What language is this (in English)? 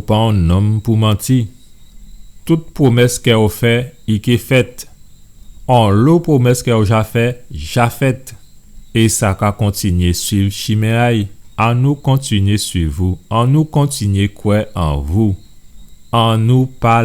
Guadeloupean Creole French